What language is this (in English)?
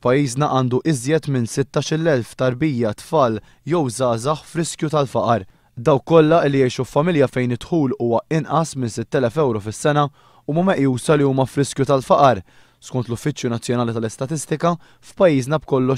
Maltese